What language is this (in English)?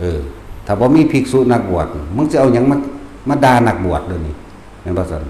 Northeastern Thai